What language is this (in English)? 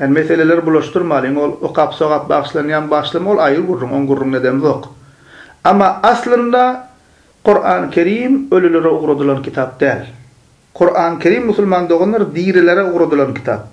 Turkmen